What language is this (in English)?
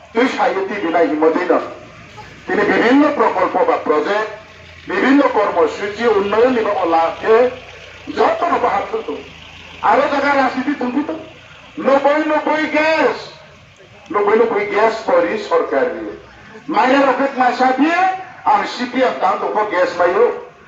Riang (India)